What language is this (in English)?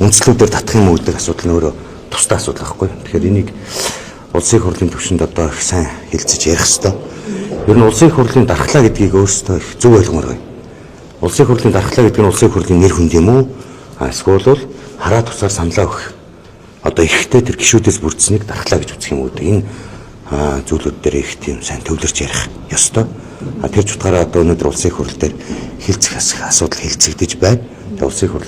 Mongolian